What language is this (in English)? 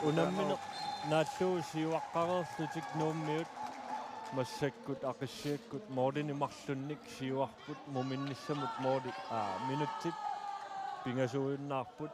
Kalaallisut